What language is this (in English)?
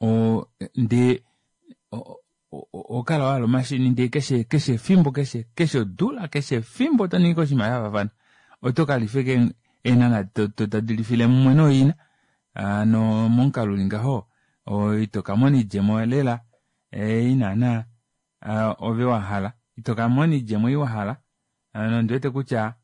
Kuanyama